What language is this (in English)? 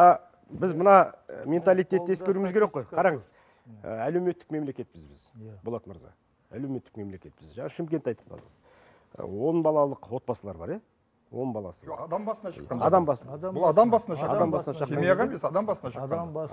Kazakh